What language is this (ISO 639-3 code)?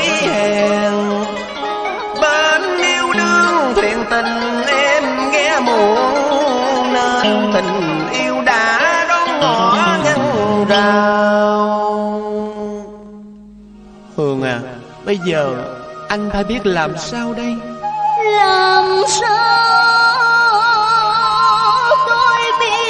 vie